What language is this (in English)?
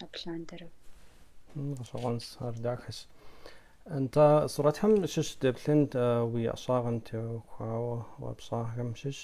Kabardian